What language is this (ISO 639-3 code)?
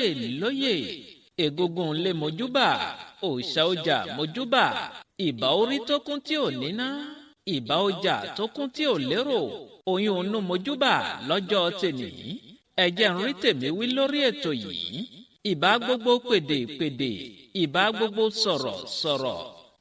yor